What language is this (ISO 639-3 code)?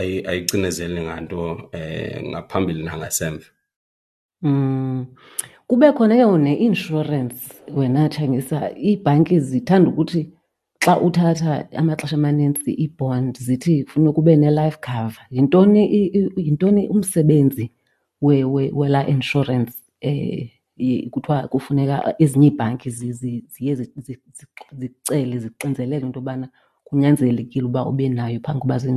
xho